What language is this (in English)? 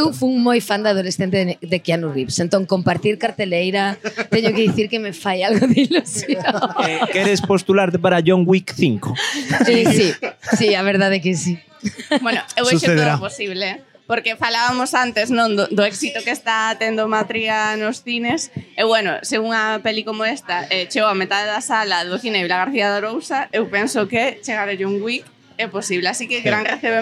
Galician